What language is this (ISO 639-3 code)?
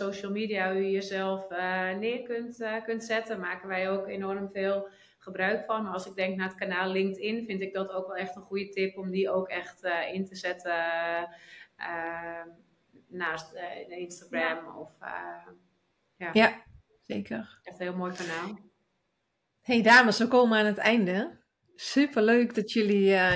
nld